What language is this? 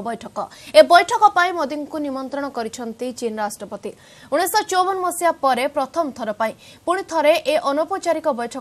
Odia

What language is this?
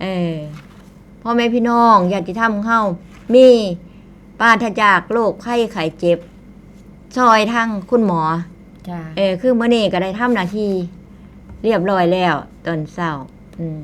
Northeastern Thai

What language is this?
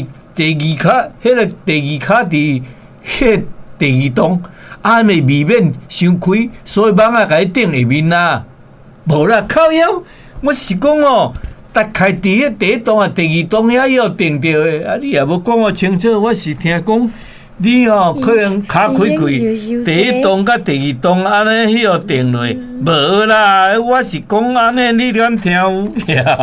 Min Nan Chinese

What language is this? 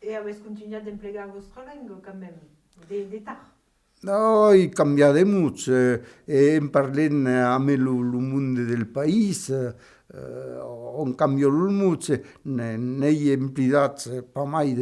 Occitan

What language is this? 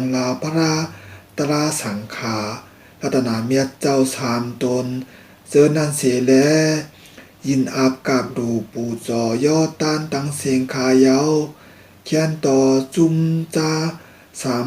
Shan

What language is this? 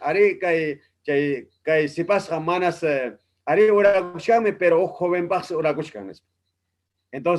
Ayacucho Quechua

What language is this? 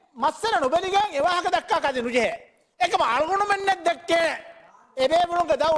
Divehi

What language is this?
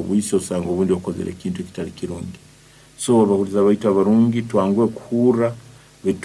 Nyoro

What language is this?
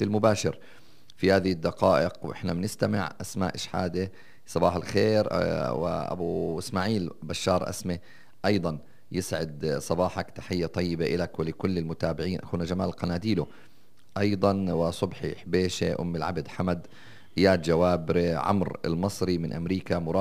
North Levantine Arabic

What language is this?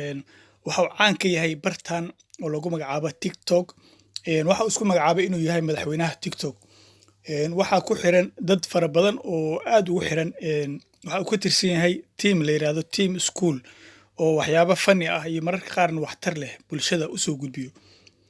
Somali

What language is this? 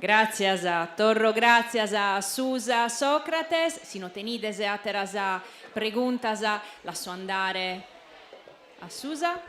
Sardinian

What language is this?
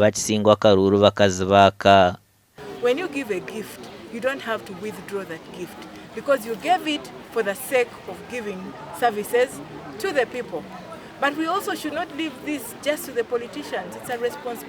Nyankole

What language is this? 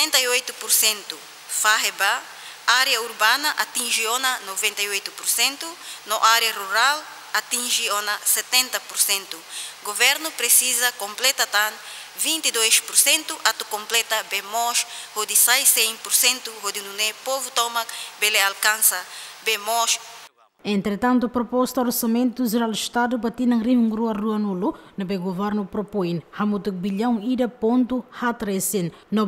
Tetum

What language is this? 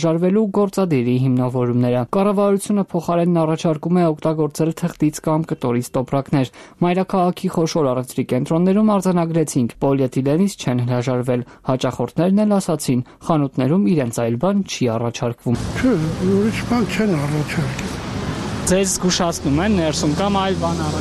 Armenian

